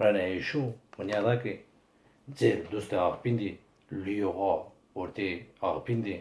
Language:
Zaza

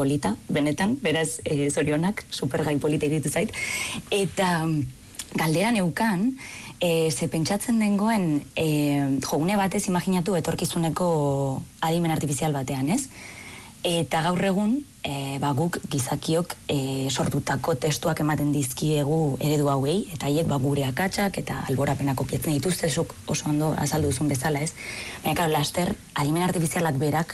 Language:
Basque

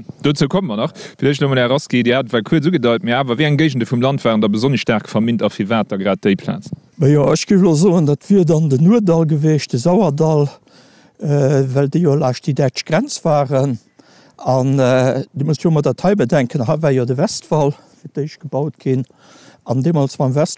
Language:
Luxembourgish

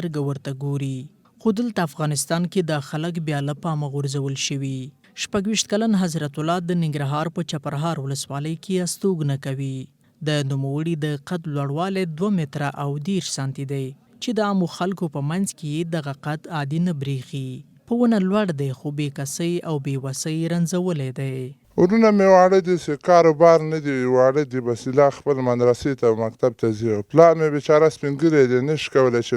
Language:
Pashto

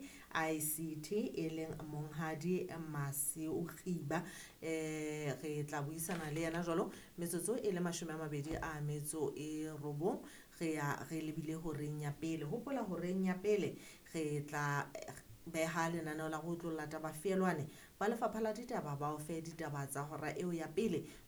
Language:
Southern Sotho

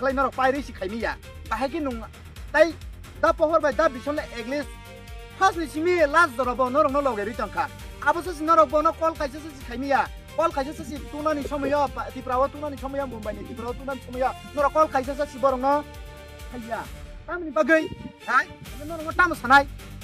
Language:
Kok Borok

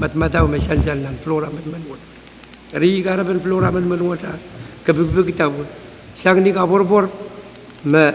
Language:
Pohnpeian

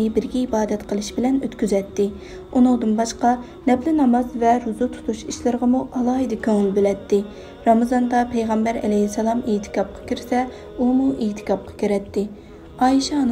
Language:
Uyghur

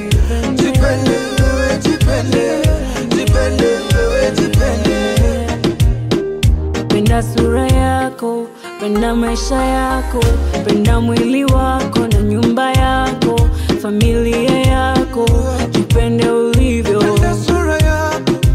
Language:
Swahili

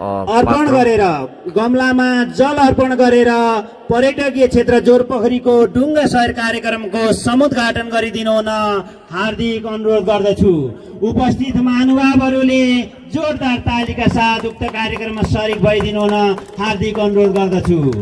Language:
Nepali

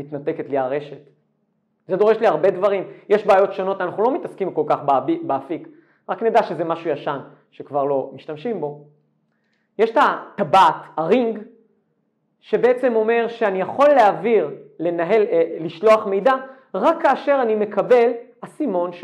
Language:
Hebrew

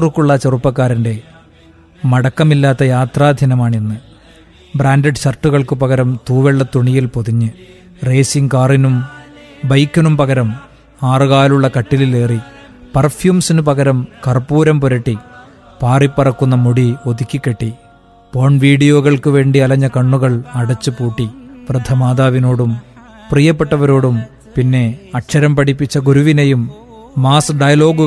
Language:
Malayalam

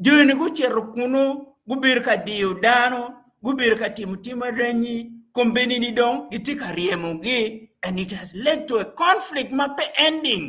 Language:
Acoli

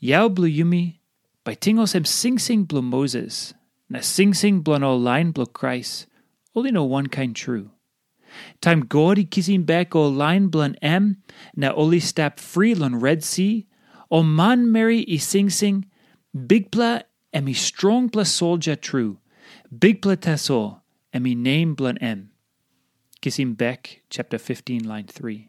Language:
Tok Pisin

